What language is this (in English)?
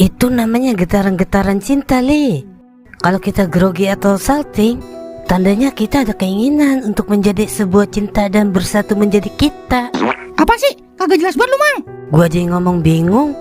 Betawi